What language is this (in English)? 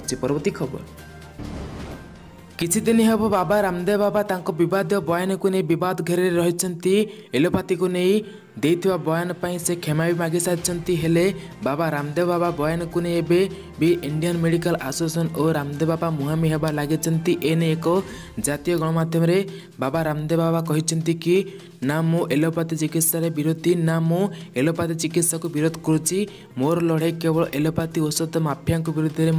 Odia